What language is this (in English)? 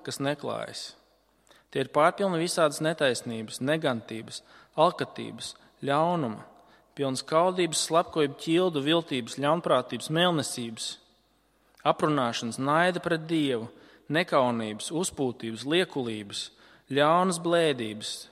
Latvian